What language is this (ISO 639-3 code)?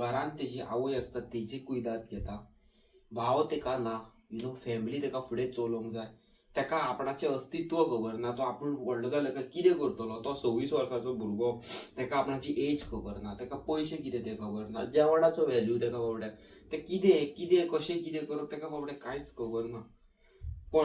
kok